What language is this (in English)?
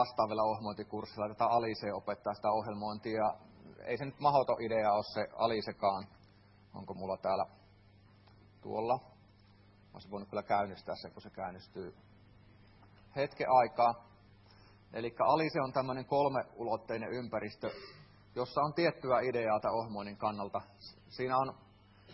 Finnish